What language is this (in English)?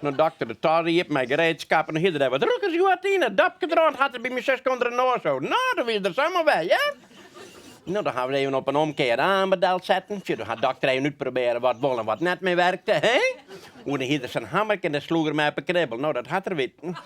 Western Frisian